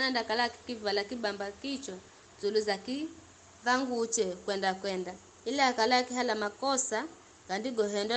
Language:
Giryama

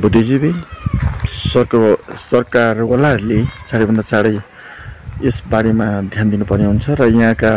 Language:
Nepali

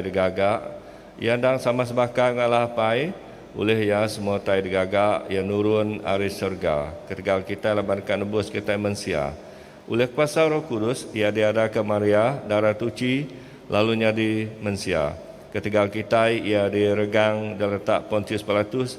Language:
Iban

